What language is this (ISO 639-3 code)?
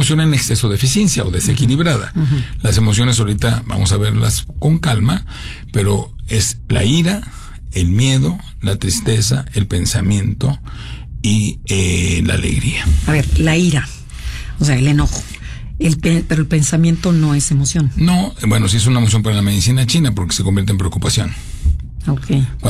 spa